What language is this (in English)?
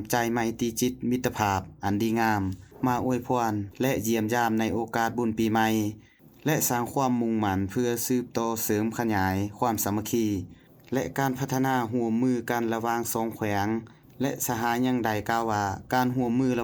Lao